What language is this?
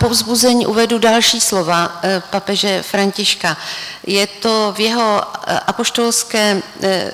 Czech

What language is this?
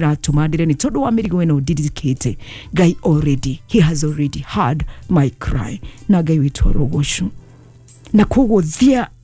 Kikuyu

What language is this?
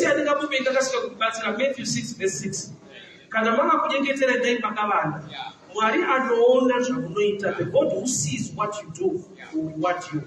Shona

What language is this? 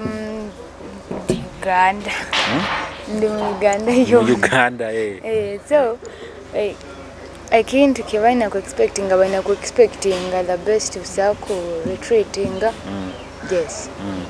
Nyoro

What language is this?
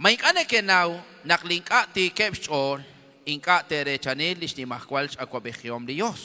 Kekchí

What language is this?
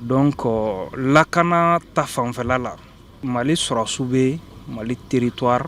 Bambara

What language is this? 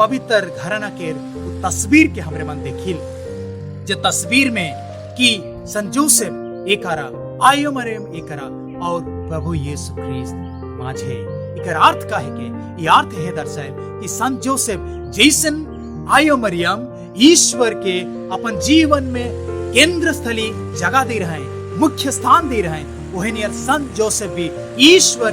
Sadri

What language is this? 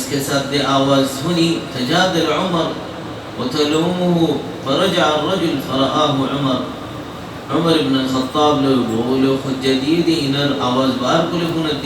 Rohingya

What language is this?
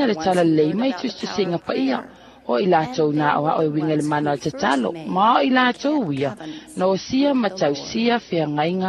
Samoan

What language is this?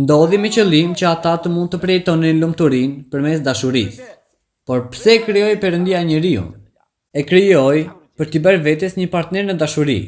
Albanian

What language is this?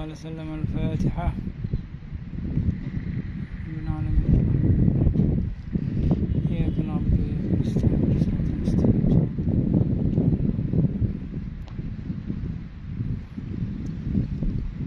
Arabic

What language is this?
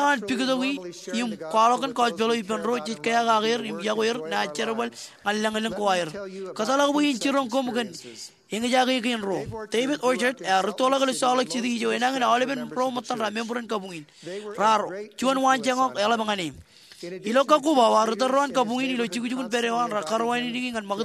Marshallese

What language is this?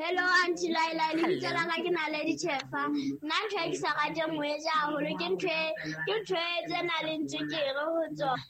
Southern Sotho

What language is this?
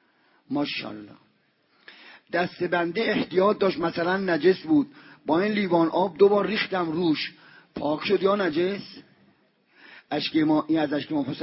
Persian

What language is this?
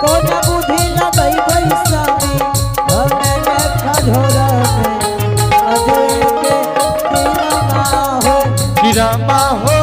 Angika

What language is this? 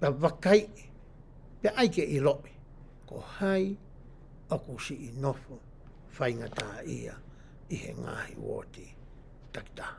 Tongan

